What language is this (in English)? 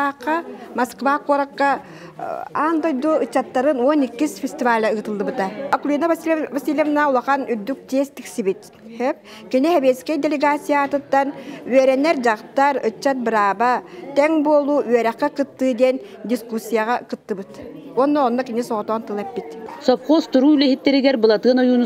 Yakut